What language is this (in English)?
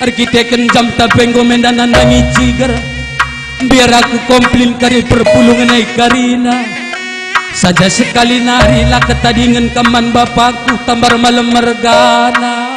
Batak Karo